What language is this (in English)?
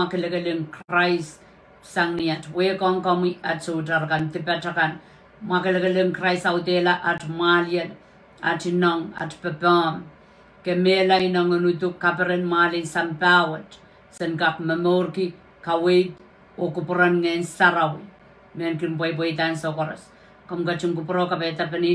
Pohnpeian